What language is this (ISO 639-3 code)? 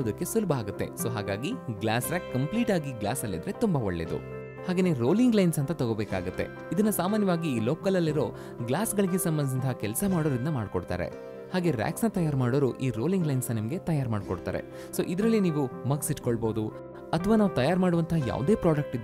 kan